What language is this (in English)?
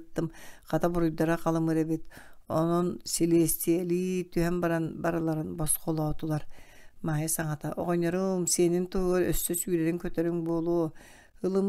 Yakut